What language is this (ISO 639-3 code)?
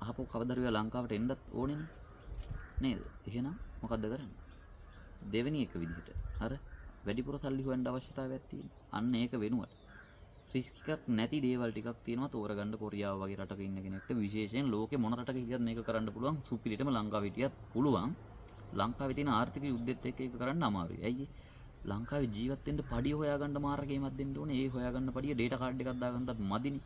sin